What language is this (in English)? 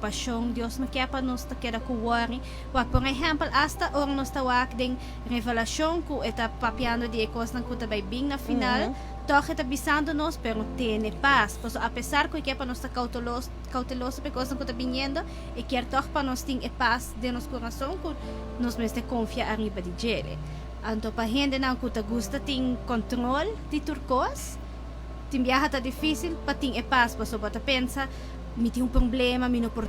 Papiamento